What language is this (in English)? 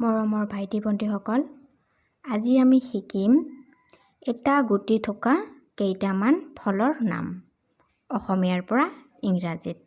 Assamese